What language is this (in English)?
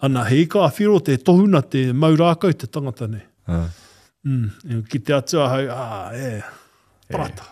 Māori